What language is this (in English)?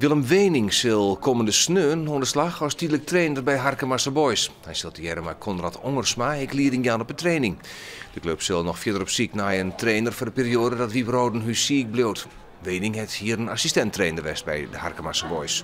Western Frisian